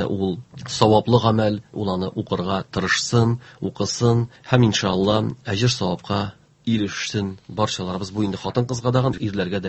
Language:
Tatar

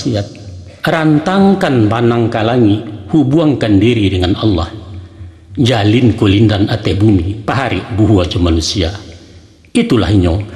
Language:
Minangkabau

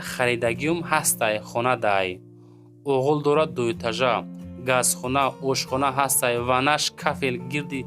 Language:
Tajik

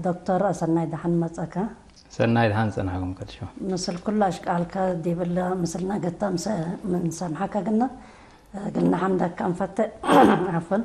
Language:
Tigre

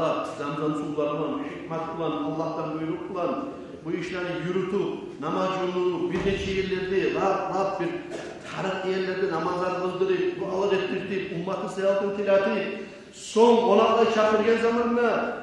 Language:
Kumyk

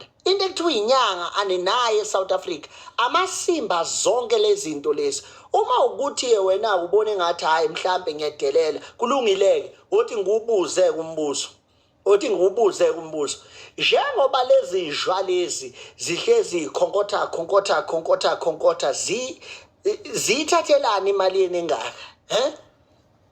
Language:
Zulu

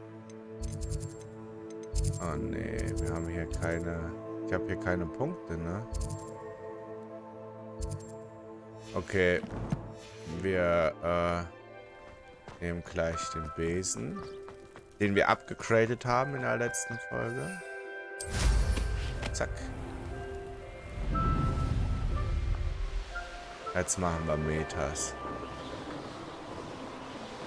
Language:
German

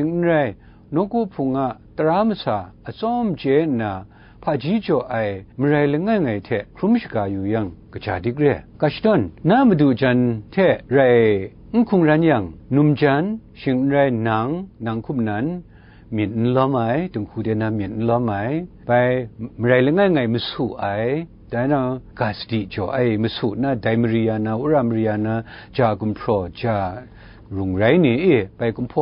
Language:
Kachin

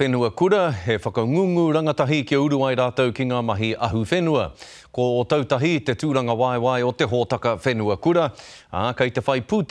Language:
Māori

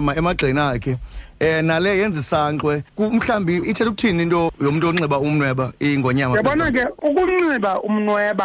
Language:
Xhosa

